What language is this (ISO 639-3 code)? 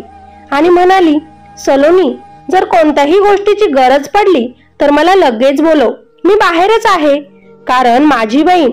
mar